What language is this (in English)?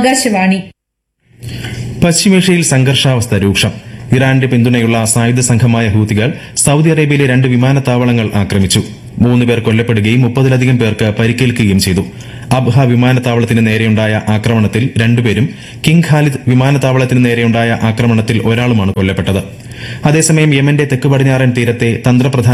Malayalam